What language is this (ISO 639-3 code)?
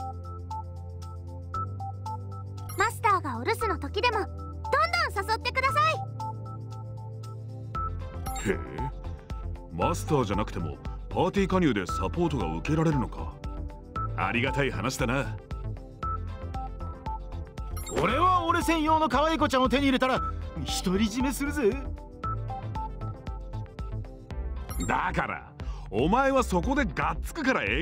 jpn